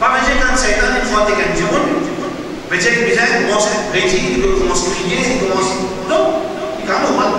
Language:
Morisyen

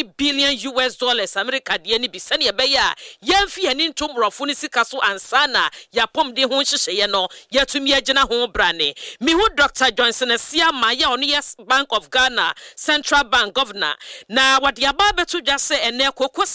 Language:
Akan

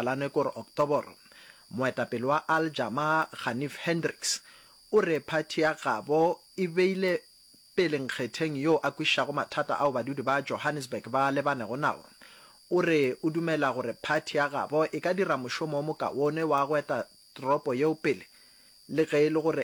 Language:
Northern Sotho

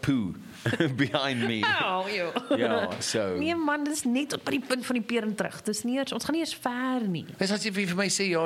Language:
Afrikaans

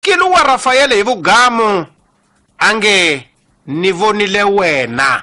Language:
Tsonga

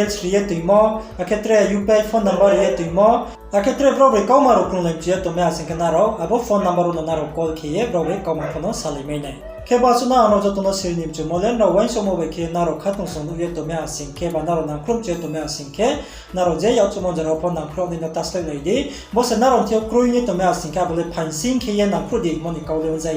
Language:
Riang (India)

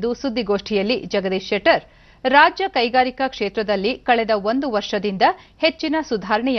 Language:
Kannada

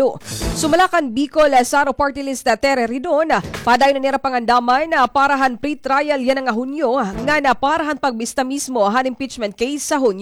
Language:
Waray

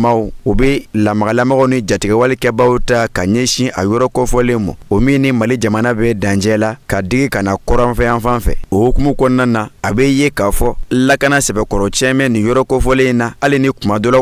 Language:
Bambara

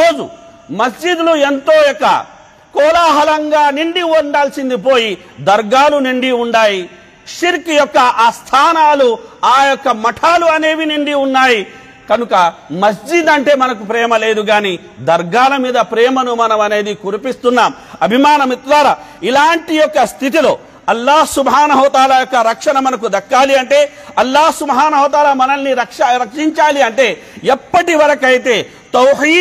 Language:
Telugu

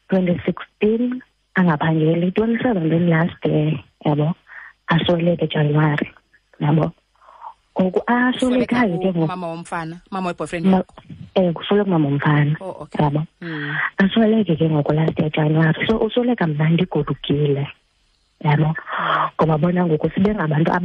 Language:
Xhosa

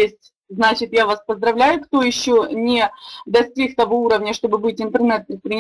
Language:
Russian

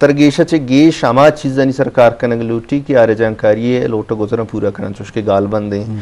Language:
Eastern Balochi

